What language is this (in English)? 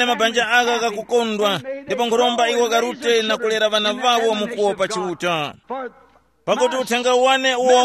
Tumbuka